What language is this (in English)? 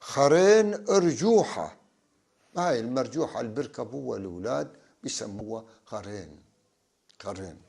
North Levantine Arabic